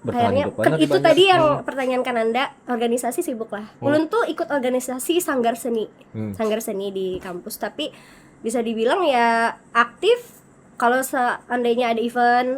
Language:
Banjar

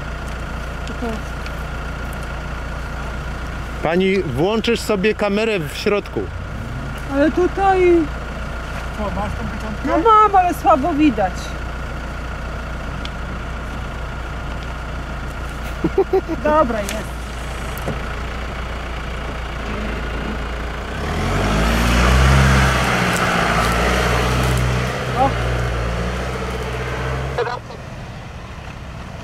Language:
Polish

